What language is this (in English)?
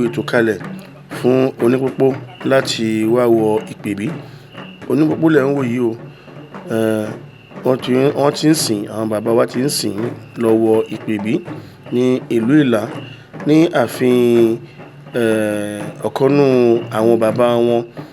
Yoruba